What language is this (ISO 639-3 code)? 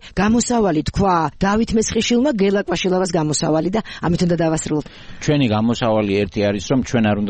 kat